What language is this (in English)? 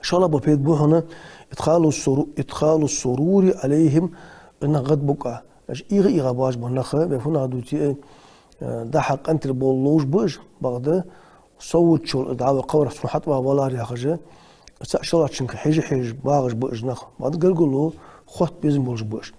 Ingush